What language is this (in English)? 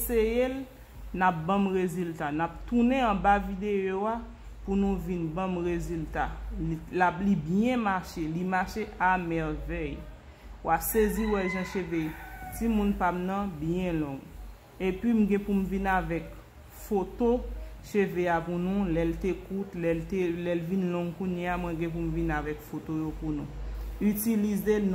Haitian Creole